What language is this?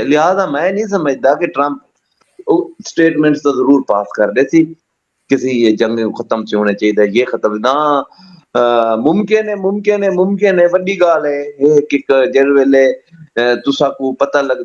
Saraiki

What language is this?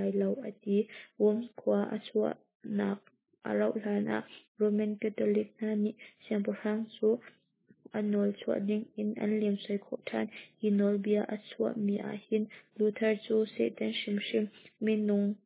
Hakha Chin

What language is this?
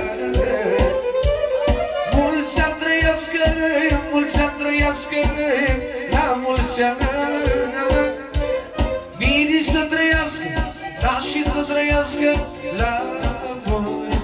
Romanian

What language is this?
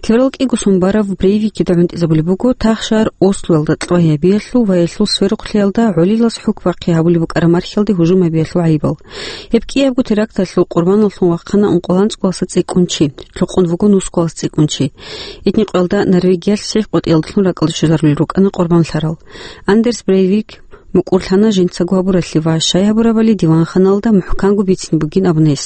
Avaric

